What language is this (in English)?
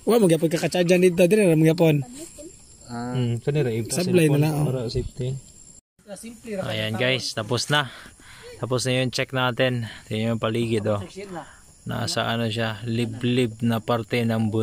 Filipino